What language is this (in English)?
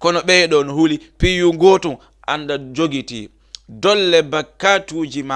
Fula